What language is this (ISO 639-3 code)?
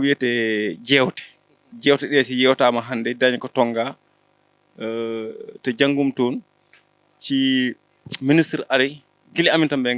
ful